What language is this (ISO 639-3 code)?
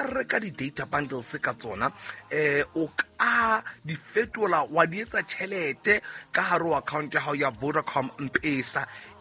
sot